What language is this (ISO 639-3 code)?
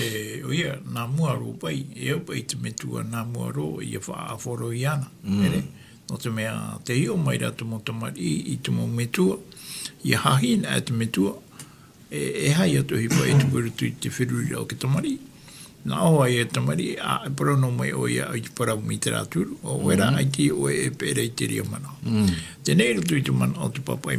tah